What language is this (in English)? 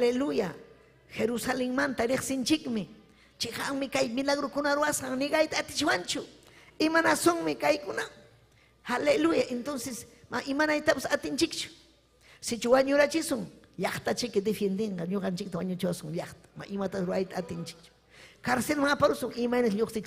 Ayacucho Quechua